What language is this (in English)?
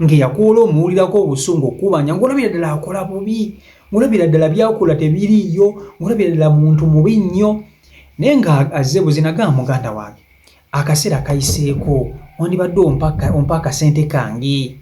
Ganda